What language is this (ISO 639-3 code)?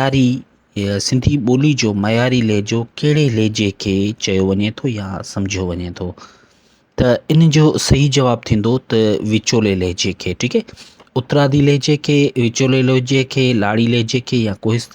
snd